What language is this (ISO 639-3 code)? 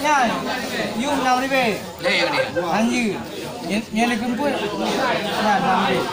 ace